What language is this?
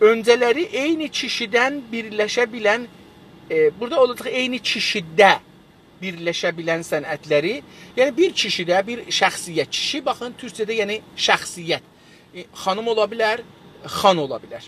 South Azerbaijani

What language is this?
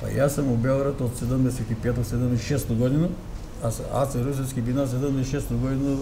Macedonian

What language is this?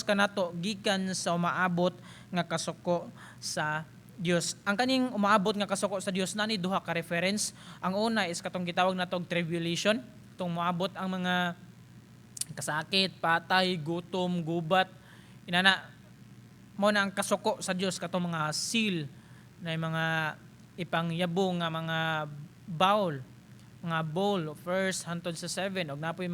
Cebuano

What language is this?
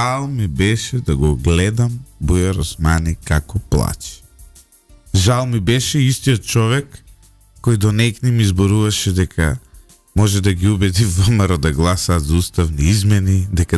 Macedonian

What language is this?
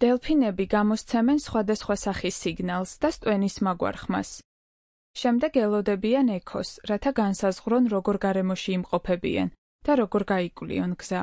Georgian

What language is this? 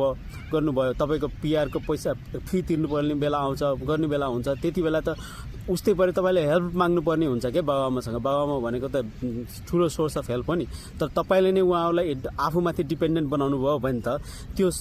Nepali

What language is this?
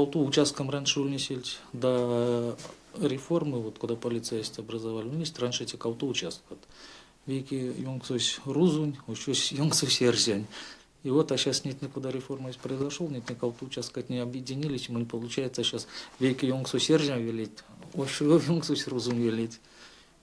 Erzya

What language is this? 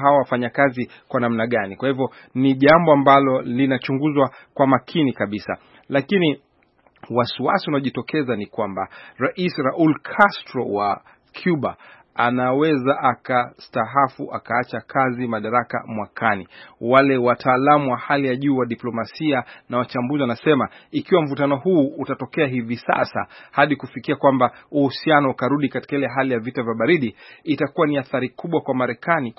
Swahili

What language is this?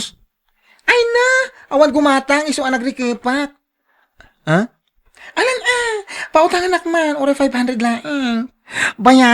Iloko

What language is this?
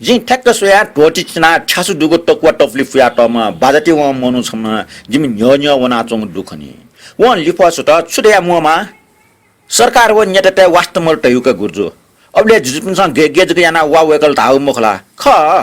Newari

